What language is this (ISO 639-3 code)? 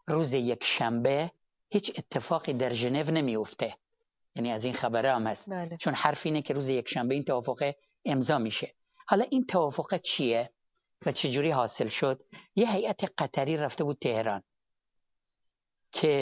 fas